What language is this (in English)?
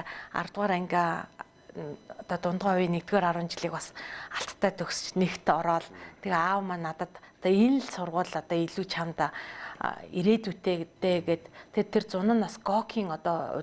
Mongolian